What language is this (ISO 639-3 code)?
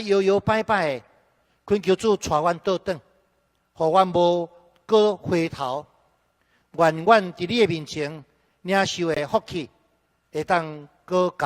nan